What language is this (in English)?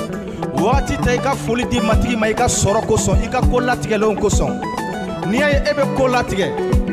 Bambara